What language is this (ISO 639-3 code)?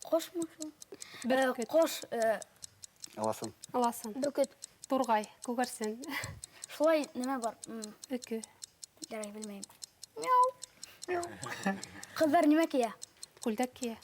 bak